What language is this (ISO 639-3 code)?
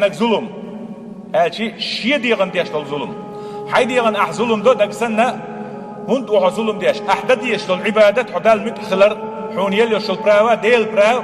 che